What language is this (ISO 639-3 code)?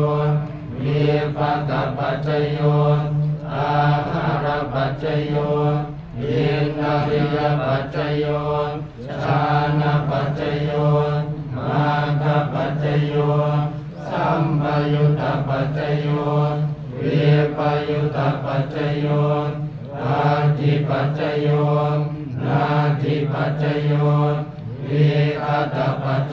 pli